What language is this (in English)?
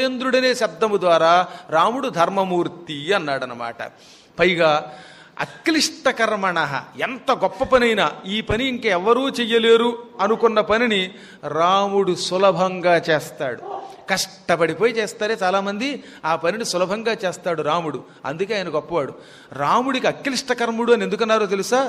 Telugu